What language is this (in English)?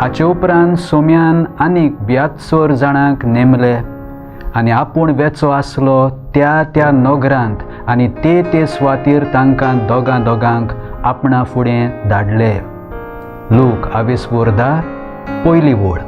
Konkani